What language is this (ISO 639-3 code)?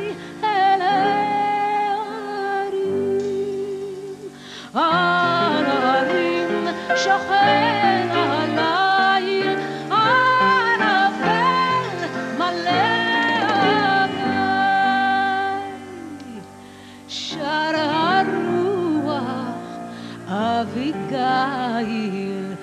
heb